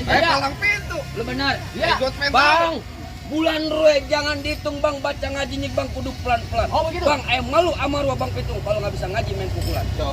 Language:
Betawi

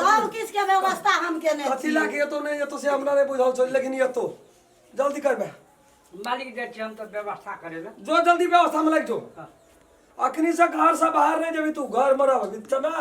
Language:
Maithili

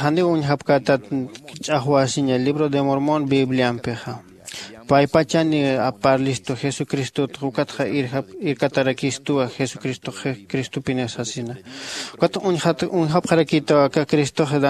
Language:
Aymara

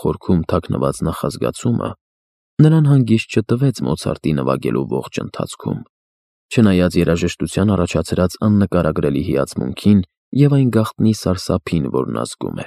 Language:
Armenian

